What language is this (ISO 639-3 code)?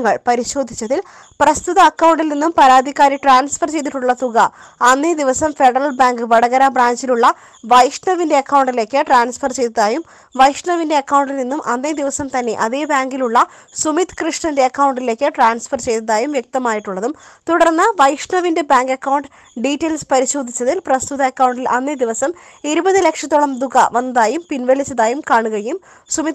mal